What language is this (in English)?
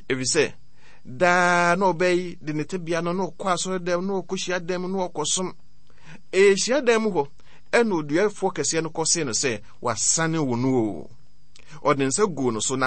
Akan